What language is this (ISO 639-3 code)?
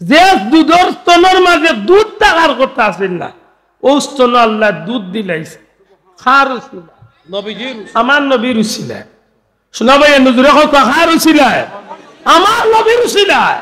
syl